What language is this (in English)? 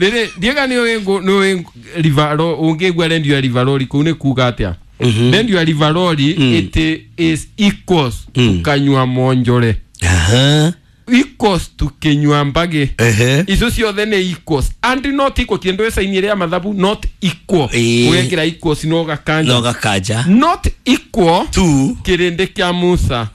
Kikuyu